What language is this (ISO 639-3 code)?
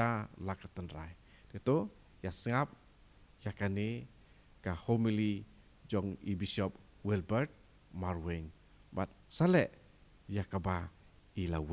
kha